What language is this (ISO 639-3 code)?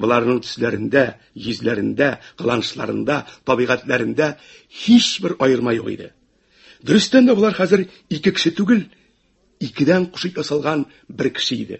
tat